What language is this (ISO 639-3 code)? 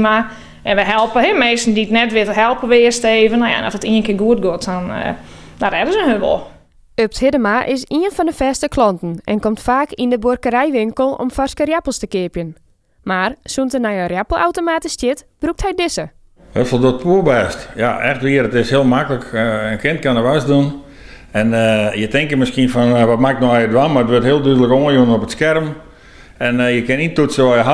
fry